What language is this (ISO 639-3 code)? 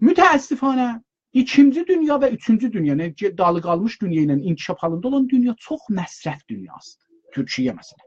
azb